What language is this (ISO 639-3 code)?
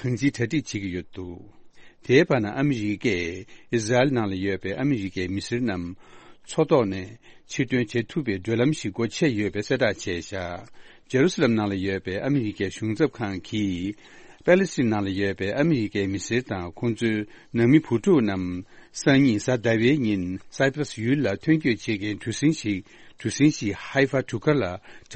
bod